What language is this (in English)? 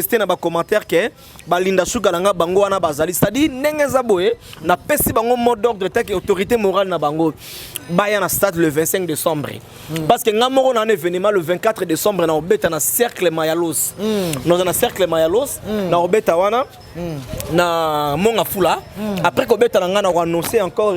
Lingala